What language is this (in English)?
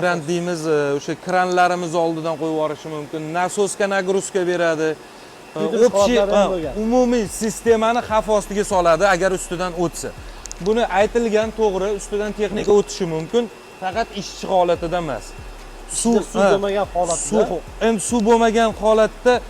Uzbek